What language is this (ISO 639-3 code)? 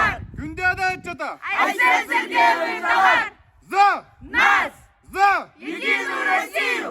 sah